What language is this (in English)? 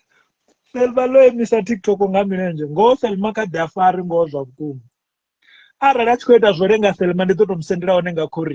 Venda